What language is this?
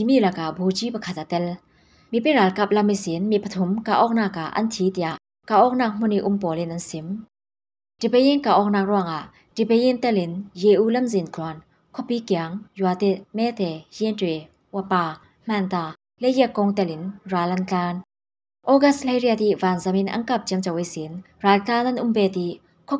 Falam Chin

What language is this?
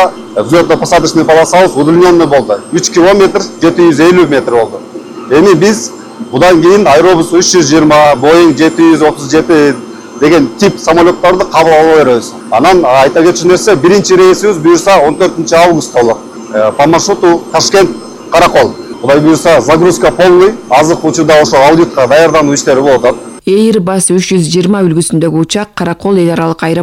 Kyrgyz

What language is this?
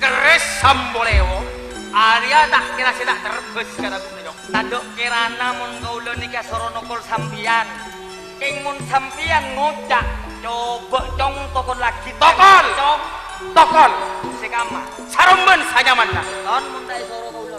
Madurese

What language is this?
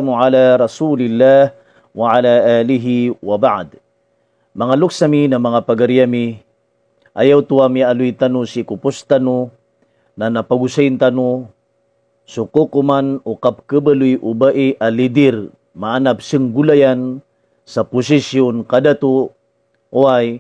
Maranao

